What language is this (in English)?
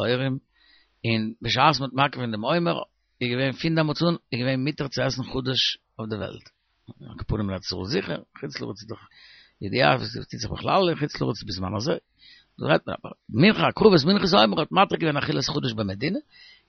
Yiddish